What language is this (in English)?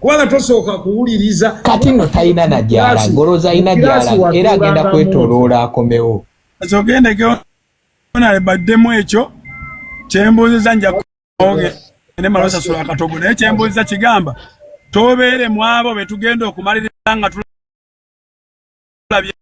Ganda